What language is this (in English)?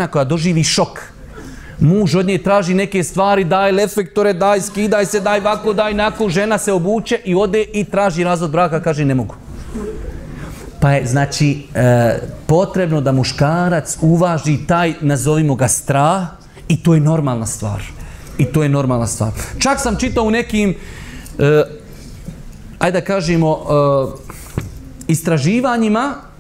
Bosnian